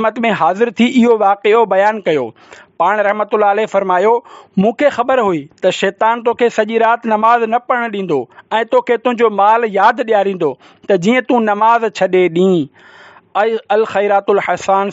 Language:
Sindhi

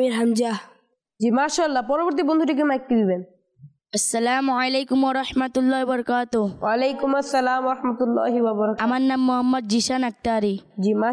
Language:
Bangla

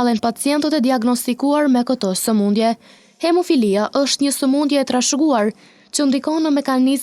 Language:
Albanian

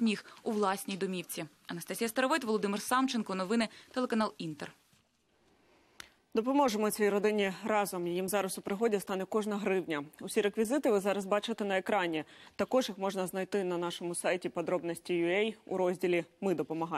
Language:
Ukrainian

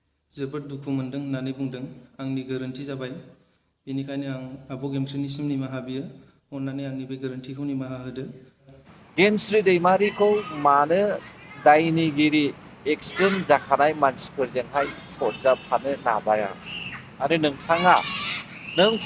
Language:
Bodo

